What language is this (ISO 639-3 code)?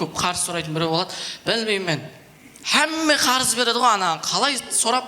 kaa